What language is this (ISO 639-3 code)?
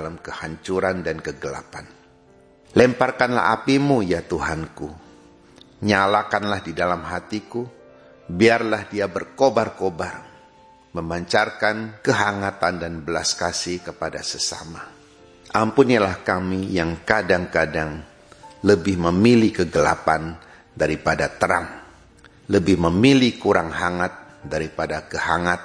ind